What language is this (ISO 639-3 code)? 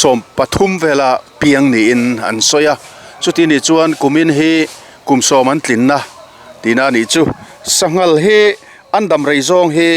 lus